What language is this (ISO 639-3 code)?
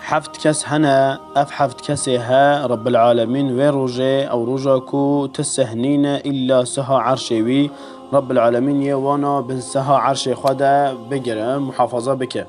kur